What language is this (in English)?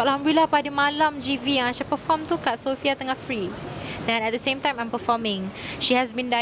Malay